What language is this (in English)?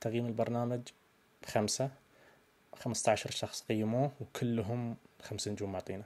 Najdi Arabic